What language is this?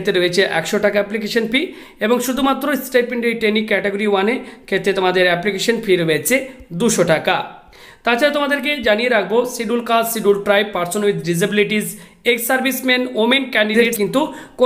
Bangla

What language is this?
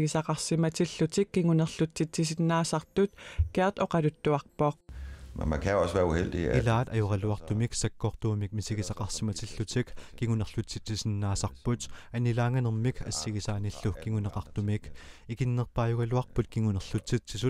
Kalaallisut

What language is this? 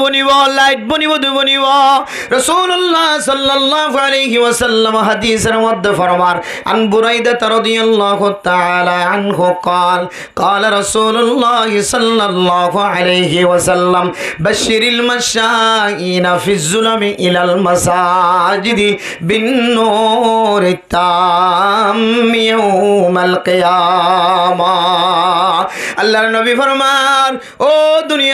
Rohingya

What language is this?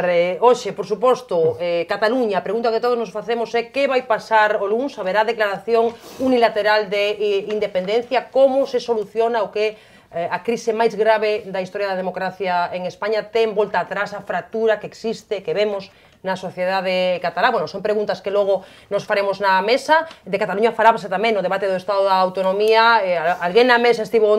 Galician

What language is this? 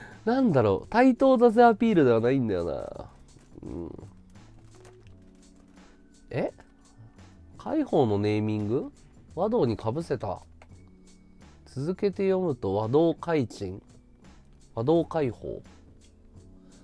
Japanese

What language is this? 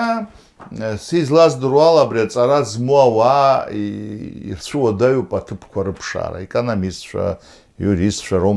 Abkhazian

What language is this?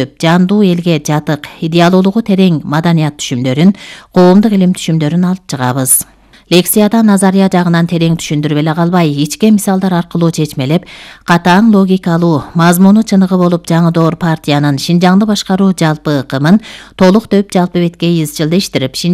Kyrgyz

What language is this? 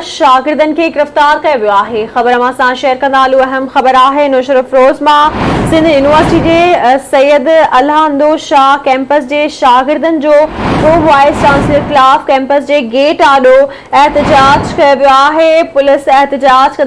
Sindhi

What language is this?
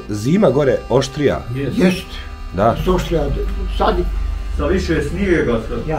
Bosnian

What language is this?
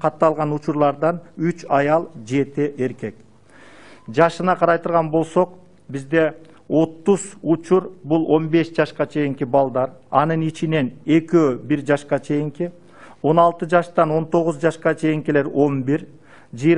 Kyrgyz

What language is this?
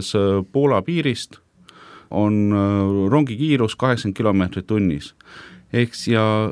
Estonian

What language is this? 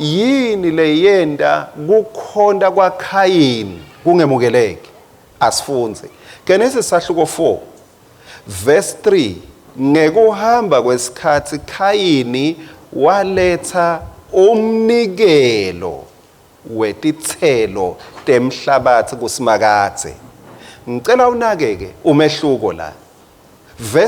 Swati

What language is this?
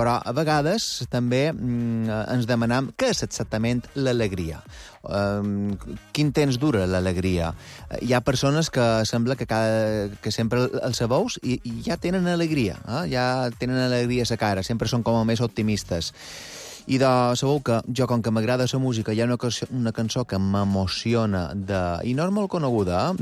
Catalan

